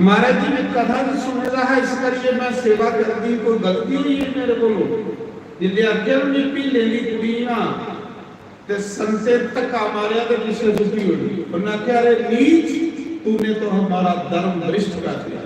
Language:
Dogri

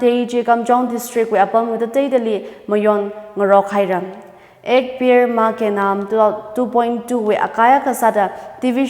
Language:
Tangkhul Naga (India)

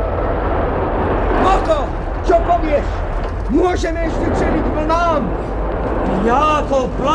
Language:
Slovak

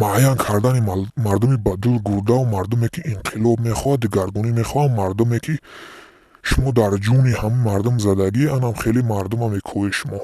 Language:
Tajik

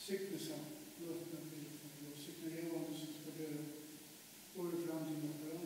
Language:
Faroese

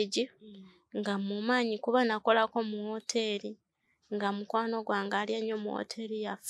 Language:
Ganda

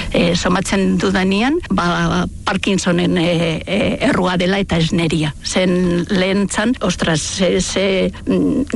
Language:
Basque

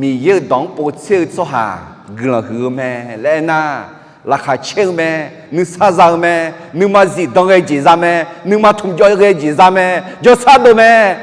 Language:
Akha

